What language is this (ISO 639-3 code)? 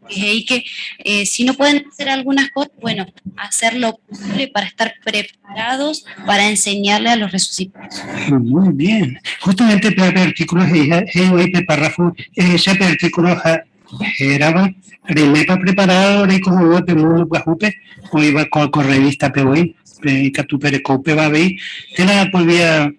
grn